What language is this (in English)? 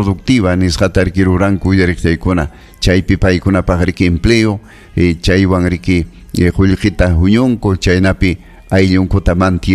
Ayacucho Quechua